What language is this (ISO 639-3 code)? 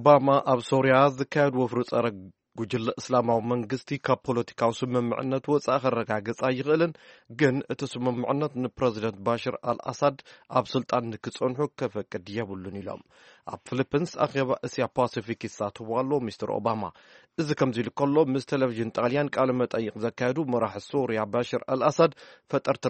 tir